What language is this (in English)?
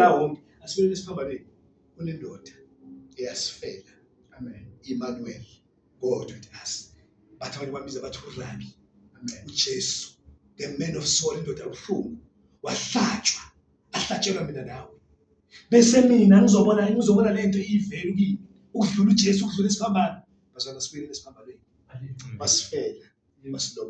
Zulu